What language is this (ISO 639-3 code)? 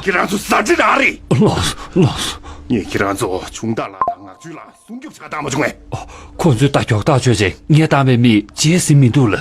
bod